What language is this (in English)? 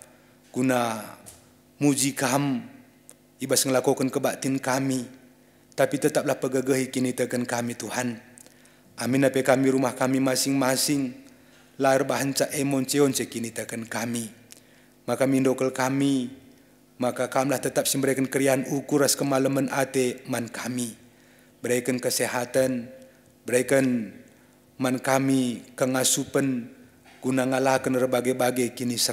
Batak Karo